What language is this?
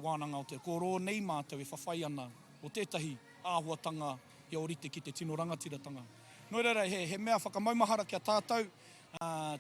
Māori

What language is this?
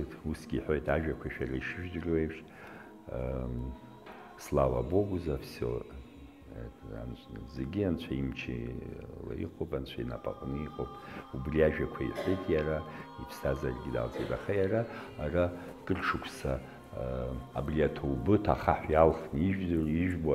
Abkhazian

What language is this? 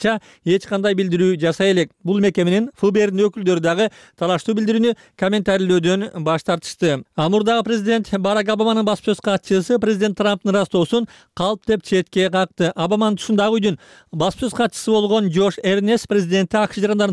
Kyrgyz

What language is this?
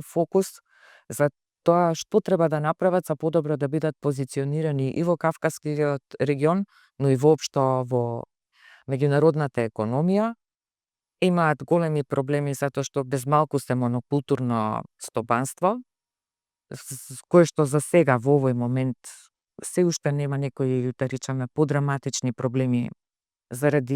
Macedonian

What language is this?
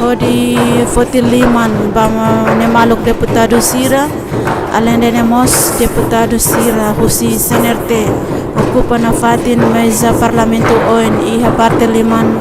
Tetum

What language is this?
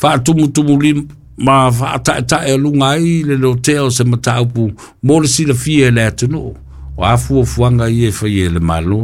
Samoan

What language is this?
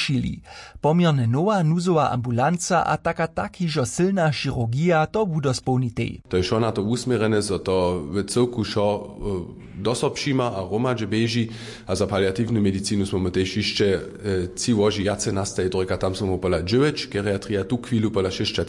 Upper Sorbian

